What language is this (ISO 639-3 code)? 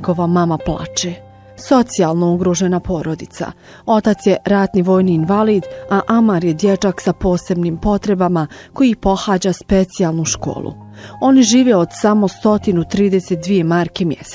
bos